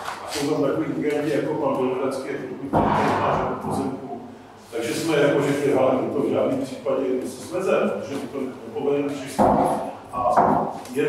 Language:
Czech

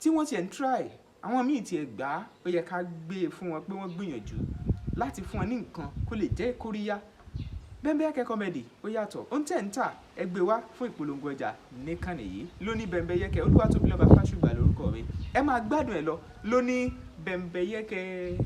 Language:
Yoruba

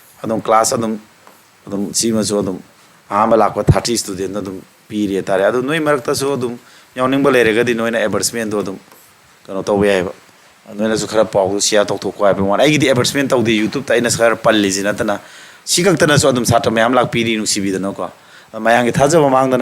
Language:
Manipuri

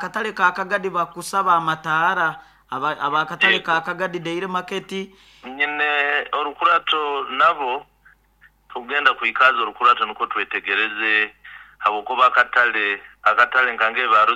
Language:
Nyoro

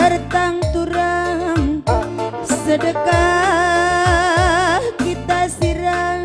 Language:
Batak Karo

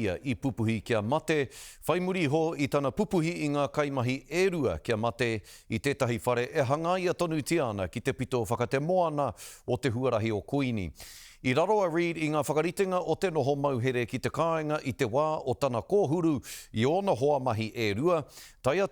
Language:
Māori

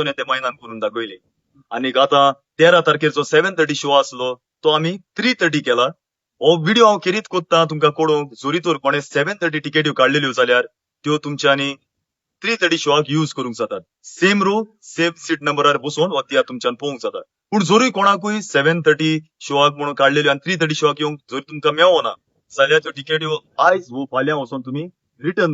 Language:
Konkani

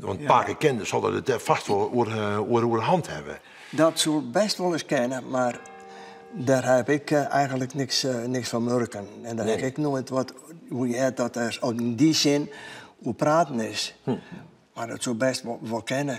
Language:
Western Frisian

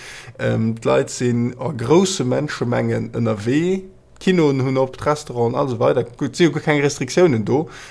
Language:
Luxembourgish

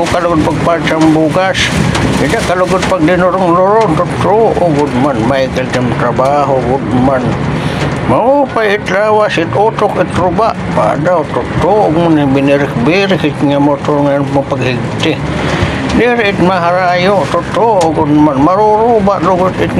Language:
Waray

